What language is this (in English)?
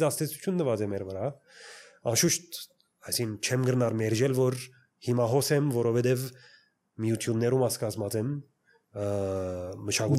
Armenian